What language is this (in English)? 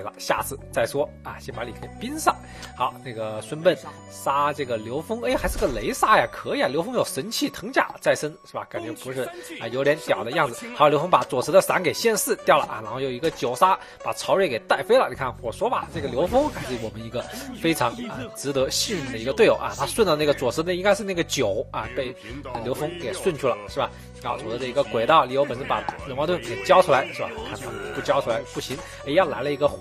Chinese